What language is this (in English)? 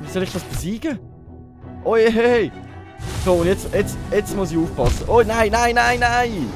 Swiss German